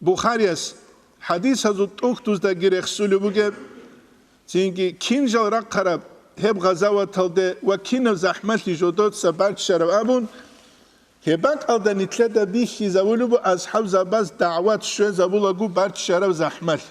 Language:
Avaric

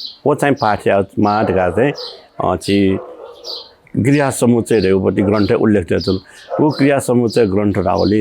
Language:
Newari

